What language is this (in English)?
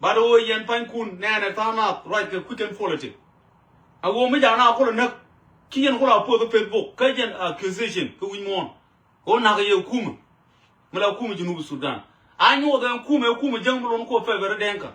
Nuer